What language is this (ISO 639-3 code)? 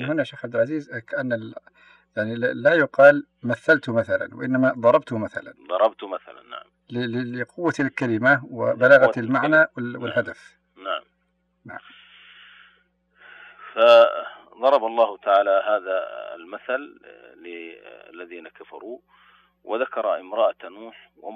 ara